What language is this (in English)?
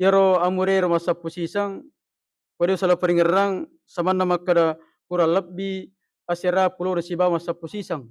Buginese